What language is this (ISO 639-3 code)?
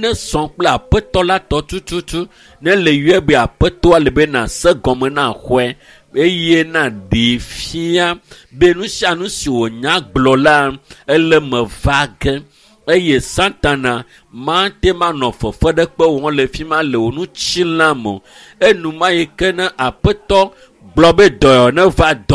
ewe